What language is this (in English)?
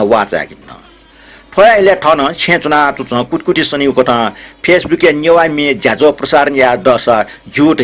Newari